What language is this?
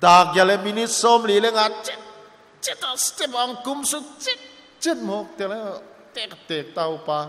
Paite Chin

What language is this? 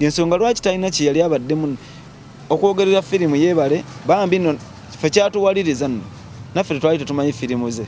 Ganda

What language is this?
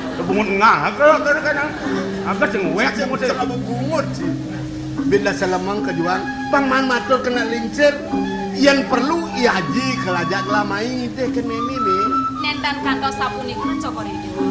Balinese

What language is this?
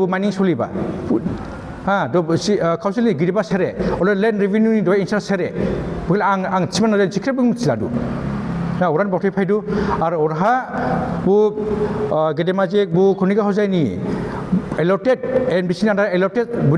Dimasa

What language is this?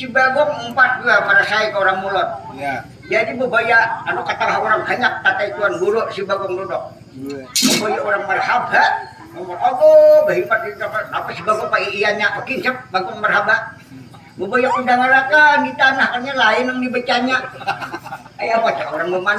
Banjar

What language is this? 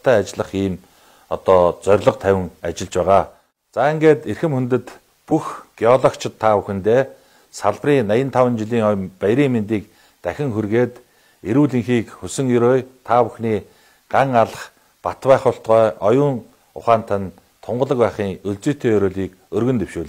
Mongolian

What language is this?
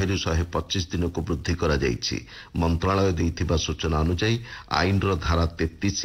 Odia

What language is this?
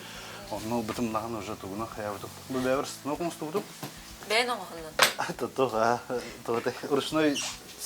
Yakut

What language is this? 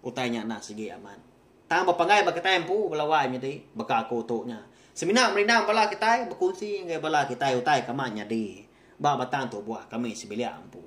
Iban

